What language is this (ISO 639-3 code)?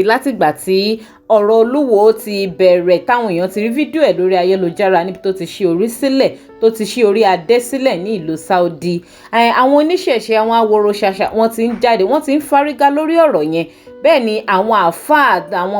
yor